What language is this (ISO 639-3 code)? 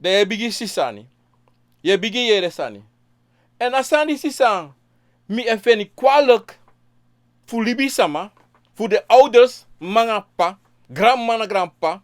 srn